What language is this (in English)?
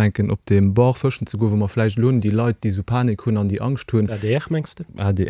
Luxembourgish